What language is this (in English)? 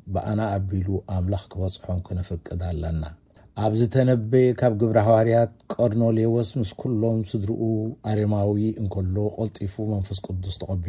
Tigrinya